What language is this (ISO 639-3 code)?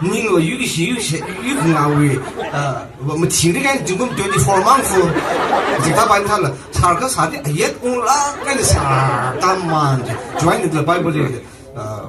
nmf